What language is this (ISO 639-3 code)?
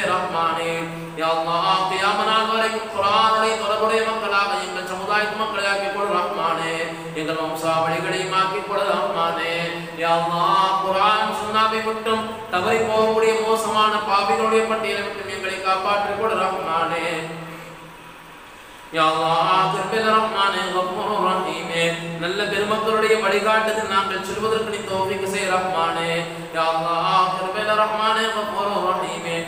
tam